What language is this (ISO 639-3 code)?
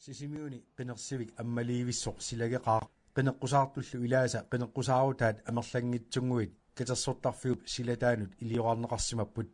kal